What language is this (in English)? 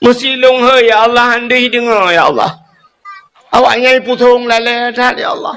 Achinese